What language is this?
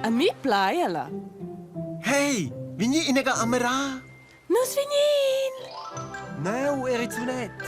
Romansh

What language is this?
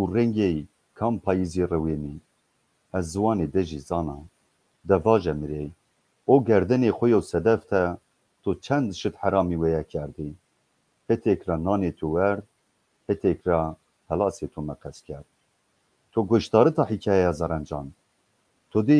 Zaza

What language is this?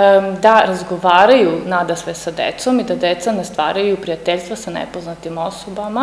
Serbian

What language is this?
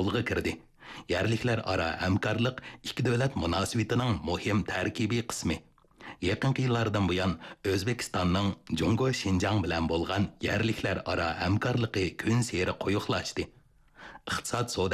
Uyghur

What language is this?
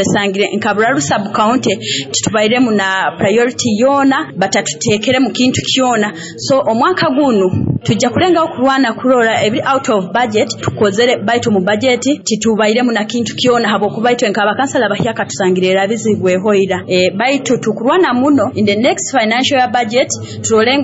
Nyoro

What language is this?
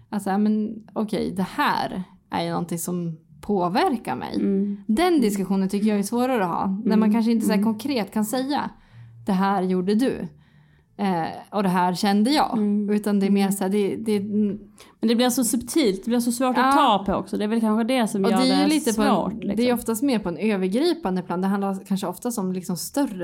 Swedish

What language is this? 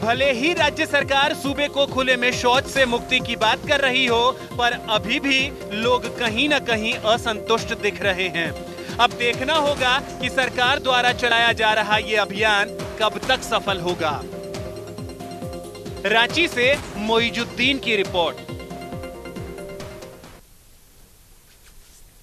Hindi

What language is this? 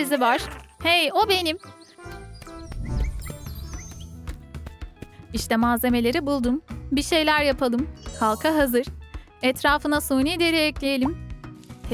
Turkish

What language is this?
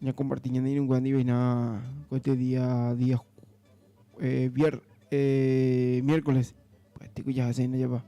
Guarani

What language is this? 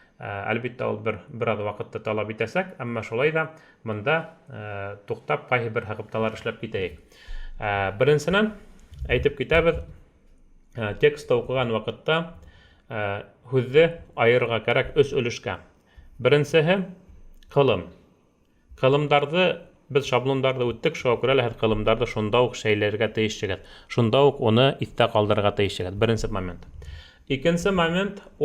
Bashkir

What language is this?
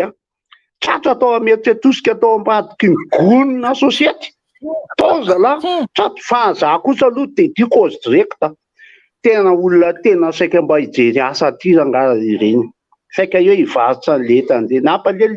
Malagasy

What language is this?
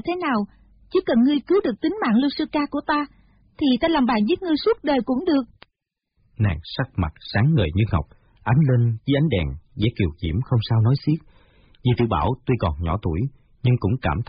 Vietnamese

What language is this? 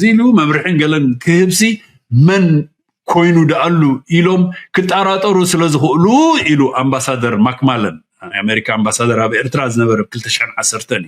Tigrinya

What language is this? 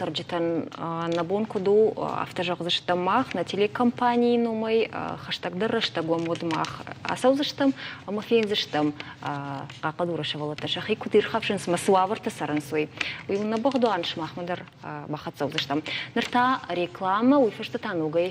Ossetic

